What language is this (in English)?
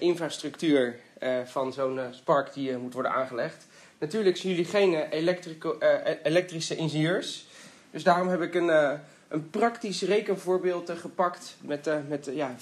Dutch